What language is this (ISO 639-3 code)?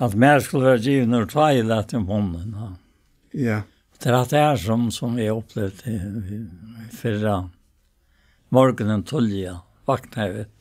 fao